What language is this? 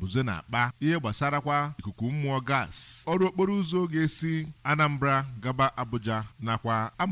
Igbo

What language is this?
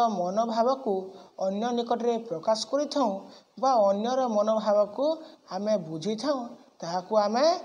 Odia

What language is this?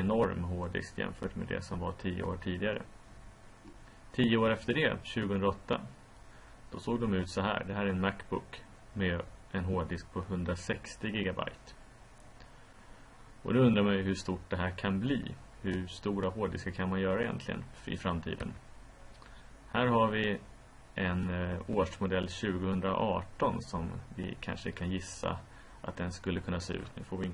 Swedish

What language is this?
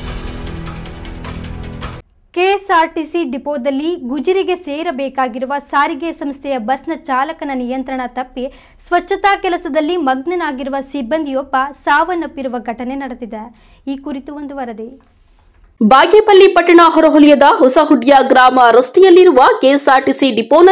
Kannada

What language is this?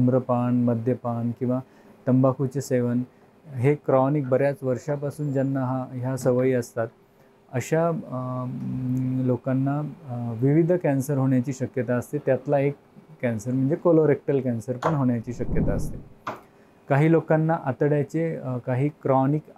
Marathi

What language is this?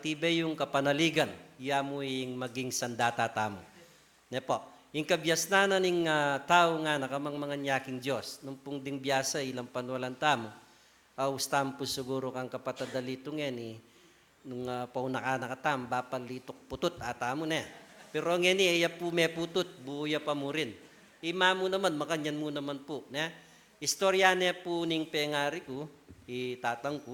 Pampanga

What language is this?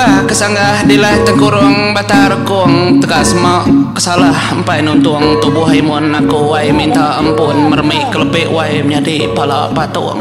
Iban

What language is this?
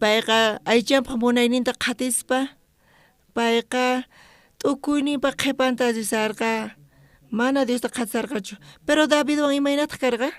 South Bolivian Quechua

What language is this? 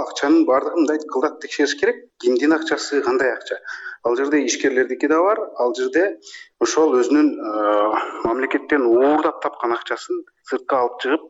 Kyrgyz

